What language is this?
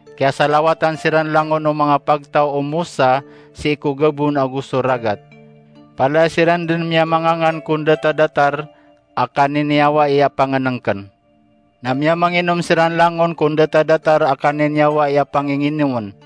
Maranao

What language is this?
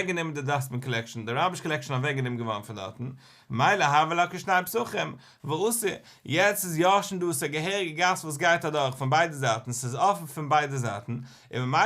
Yiddish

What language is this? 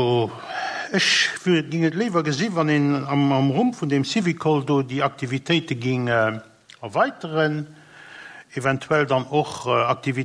Luxembourgish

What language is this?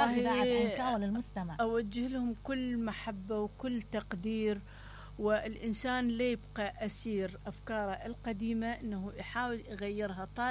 Mesopotamian Arabic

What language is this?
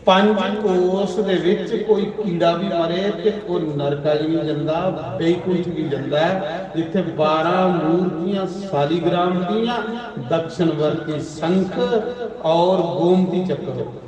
Dogri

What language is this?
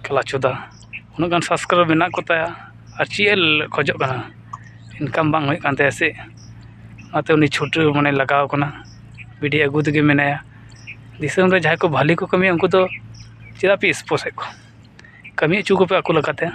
Santali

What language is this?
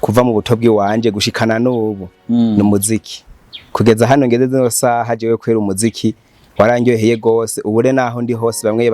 Rundi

